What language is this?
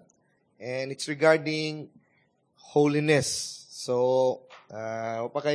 Cebuano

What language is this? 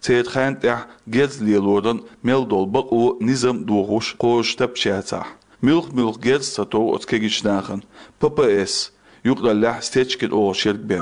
Chechen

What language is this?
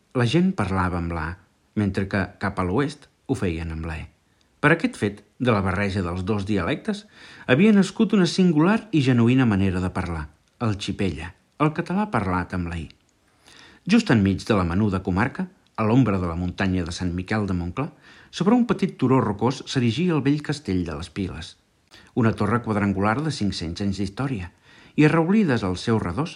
Catalan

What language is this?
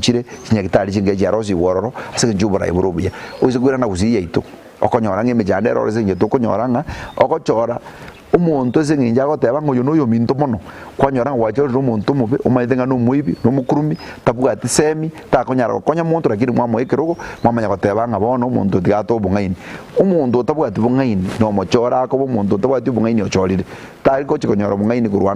Gusii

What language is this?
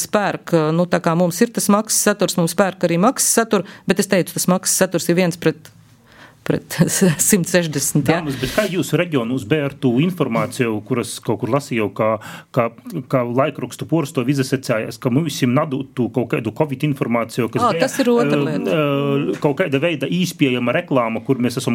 Latvian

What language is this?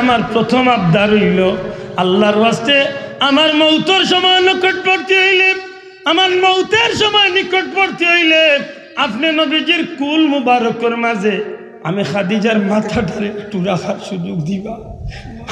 Sylheti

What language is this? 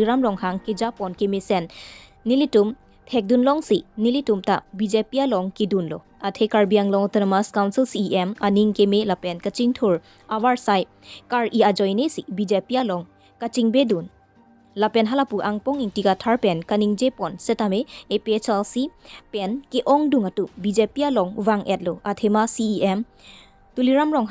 Karbi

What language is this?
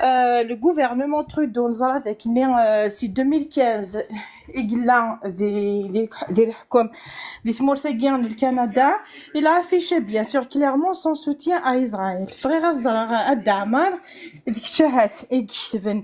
Kabyle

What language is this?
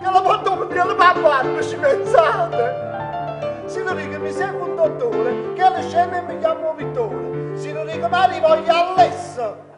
Neapolitan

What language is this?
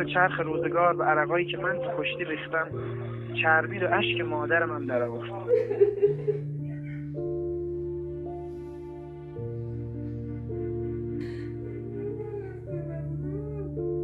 Persian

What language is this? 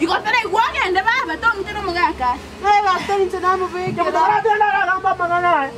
Gusii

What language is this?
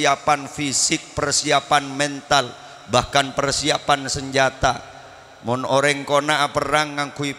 Madurese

